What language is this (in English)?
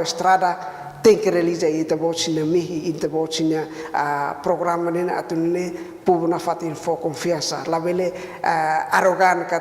Tetum